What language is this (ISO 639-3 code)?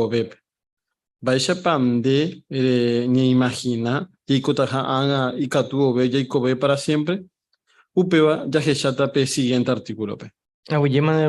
grn